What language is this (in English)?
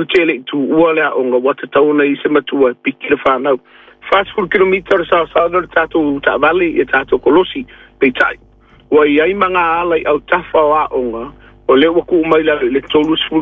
Samoan